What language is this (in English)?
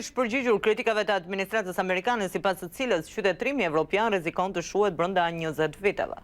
Albanian